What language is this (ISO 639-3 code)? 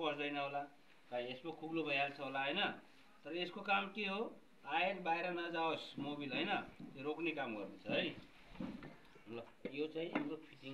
nep